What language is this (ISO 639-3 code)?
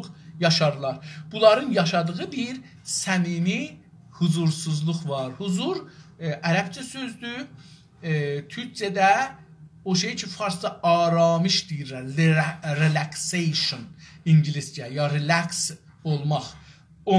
azb